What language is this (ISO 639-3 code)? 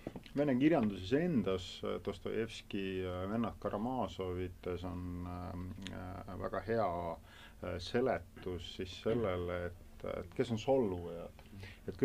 est